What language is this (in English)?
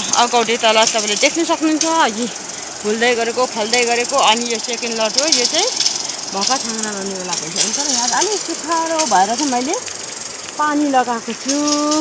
Nepali